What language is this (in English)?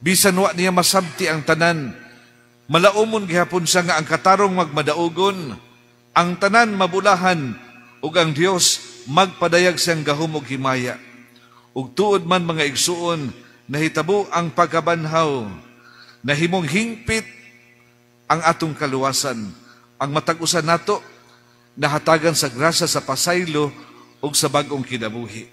Cebuano